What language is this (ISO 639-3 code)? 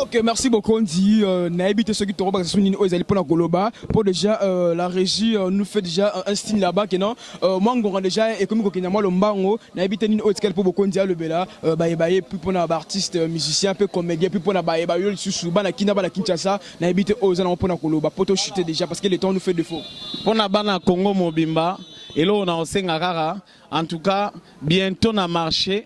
lin